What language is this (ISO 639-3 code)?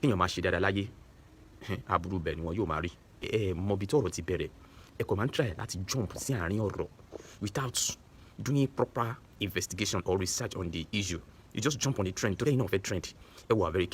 yor